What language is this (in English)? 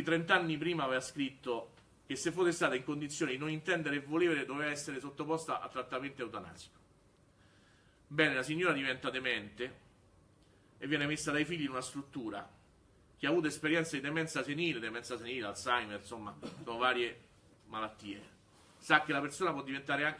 Italian